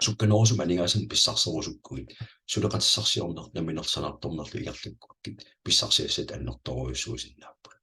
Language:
Kalaallisut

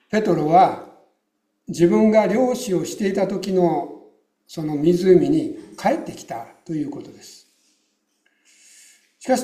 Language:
Japanese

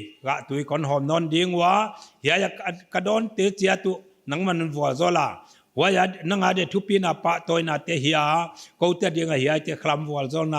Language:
Paite Chin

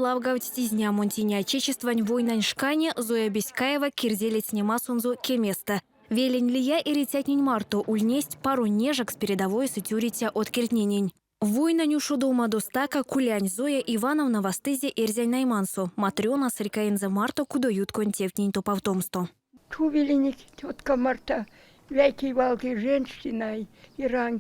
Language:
Erzya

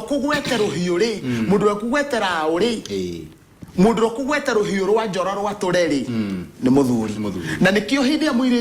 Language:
Kikuyu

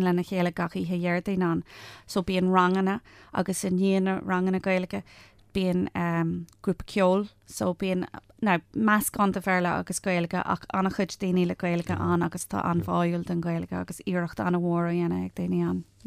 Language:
Irish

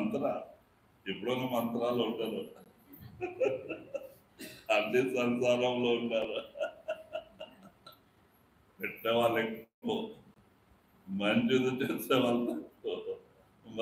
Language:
Telugu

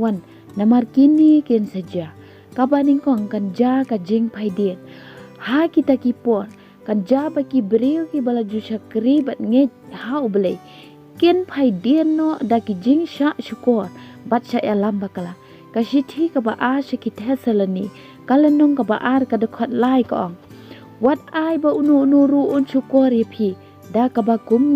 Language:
Khasi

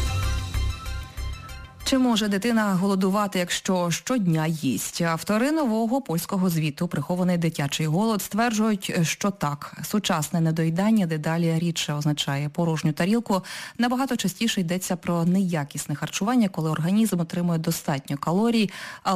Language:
Ukrainian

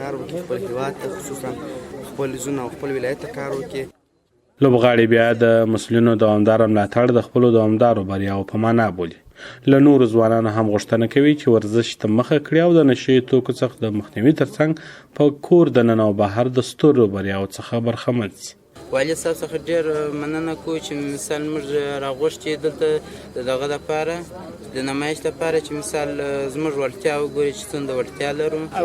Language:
Pashto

